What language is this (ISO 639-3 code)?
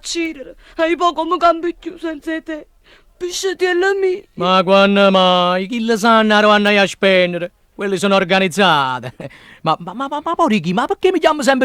nap